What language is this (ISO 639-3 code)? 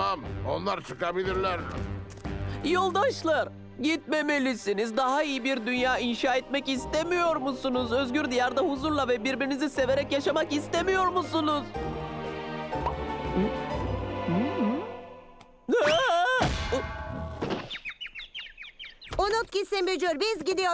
tur